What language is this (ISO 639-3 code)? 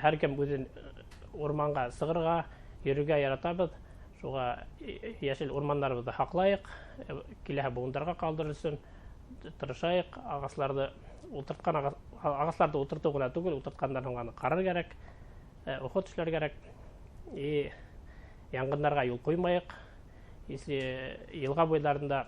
bak